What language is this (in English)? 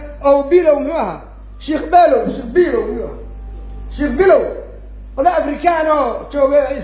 Somali